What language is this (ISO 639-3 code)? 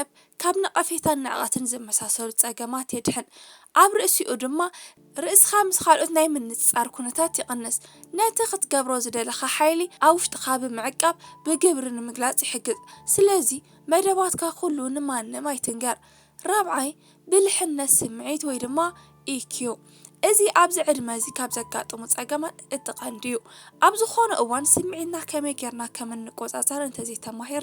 tir